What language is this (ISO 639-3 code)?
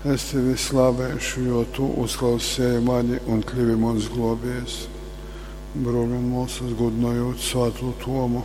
ltg